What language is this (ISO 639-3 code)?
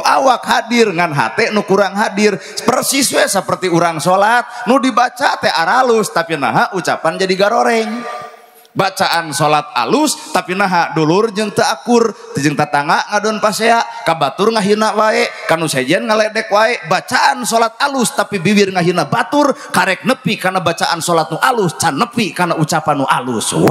sun